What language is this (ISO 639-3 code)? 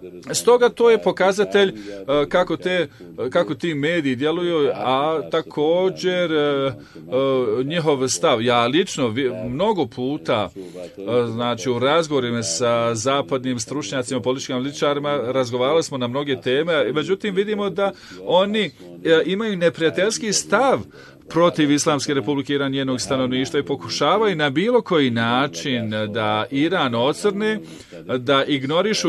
bos